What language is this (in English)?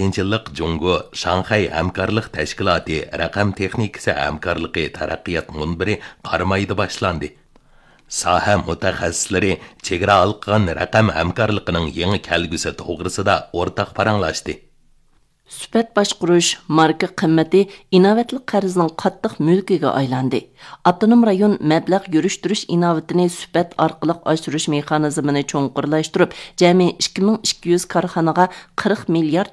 Uyghur